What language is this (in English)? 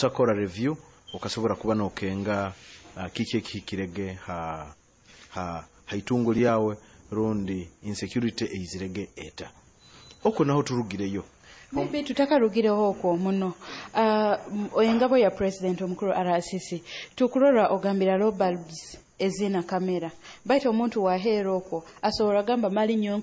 Nyoro